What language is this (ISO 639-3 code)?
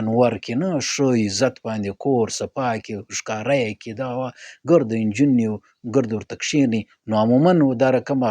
pus